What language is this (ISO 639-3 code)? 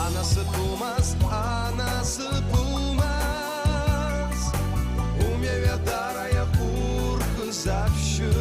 abk